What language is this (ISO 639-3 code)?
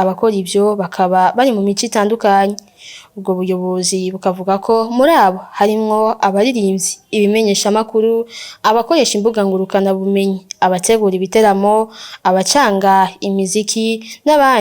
run